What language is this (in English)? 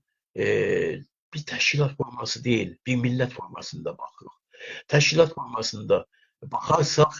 South Azerbaijani